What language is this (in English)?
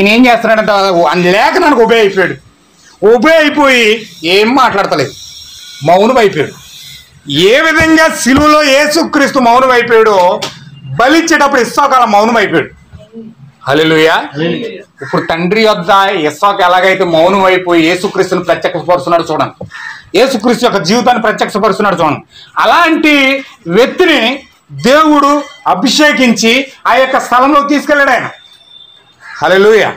Telugu